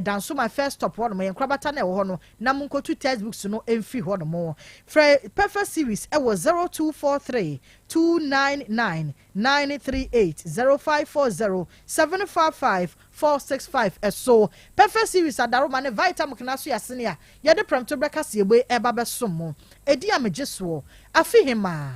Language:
Akan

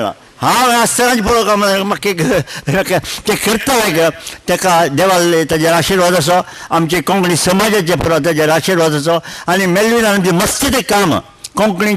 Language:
Konkani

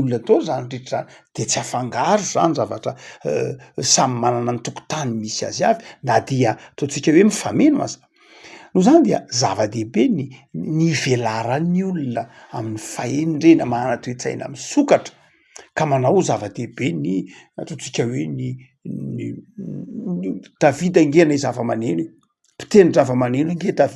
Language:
Malagasy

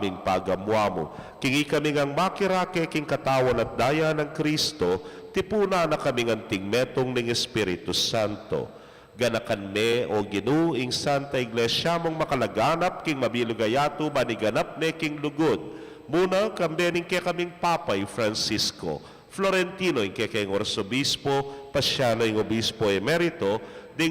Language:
Pampanga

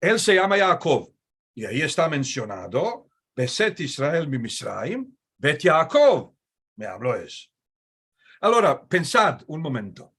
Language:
Ladino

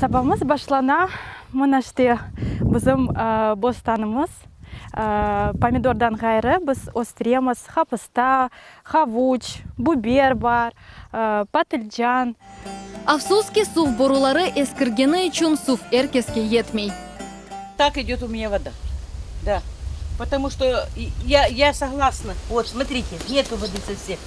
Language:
Crimean Tatar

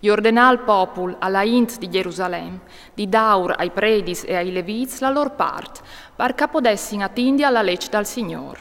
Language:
Friulian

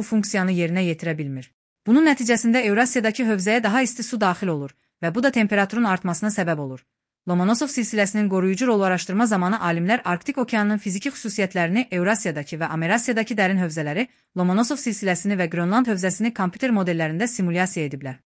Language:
Azerbaijani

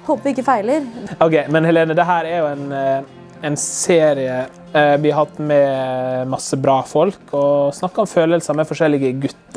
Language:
Norwegian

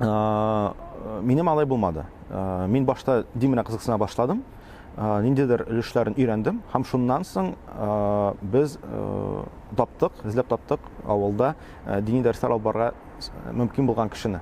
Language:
Tatar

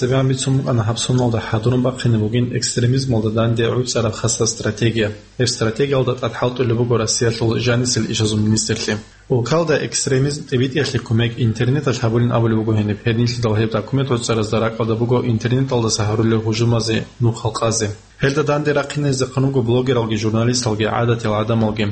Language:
Avaric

